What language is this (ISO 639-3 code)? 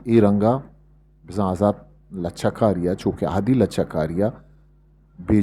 bgp